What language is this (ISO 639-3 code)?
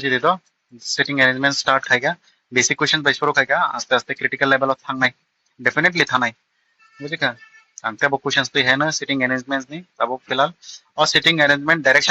trp